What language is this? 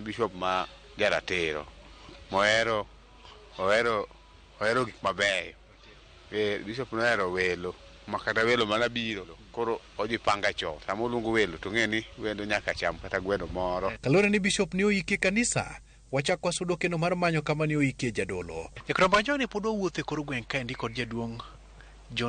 Luo (Kenya and Tanzania)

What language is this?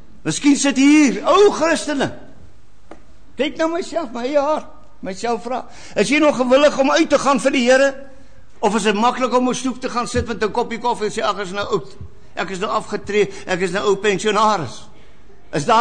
Afrikaans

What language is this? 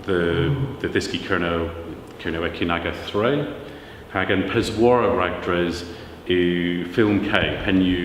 Cornish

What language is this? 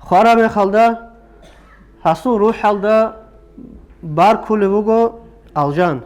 Avaric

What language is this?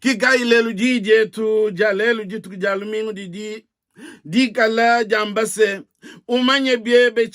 Luba-Lulua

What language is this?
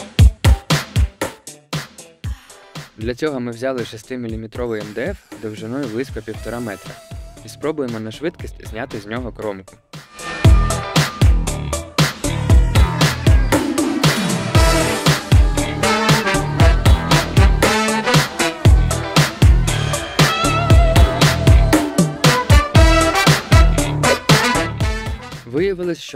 Ukrainian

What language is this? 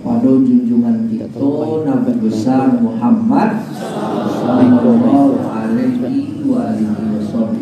Minangkabau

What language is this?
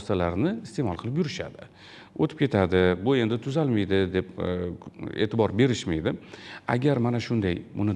Uzbek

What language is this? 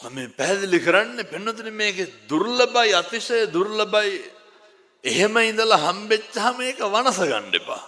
Sinhala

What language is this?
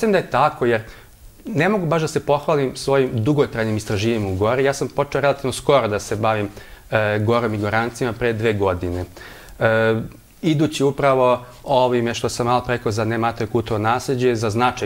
Serbian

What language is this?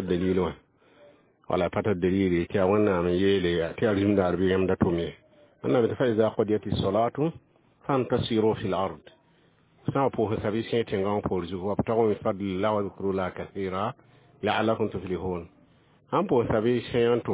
Mossi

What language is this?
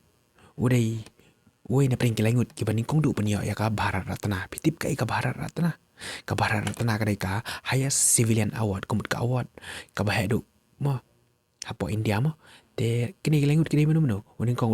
Khasi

